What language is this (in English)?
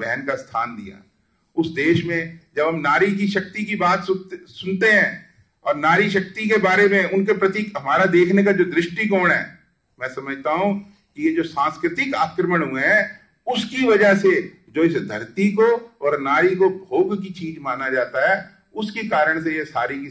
Hindi